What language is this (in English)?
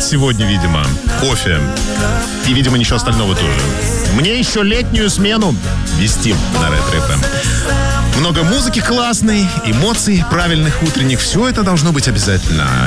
Russian